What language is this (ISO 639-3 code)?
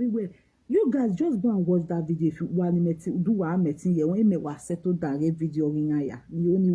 pcm